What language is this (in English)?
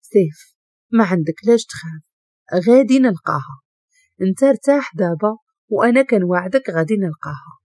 Moroccan Arabic